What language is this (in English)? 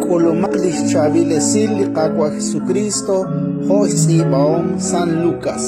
Kekchí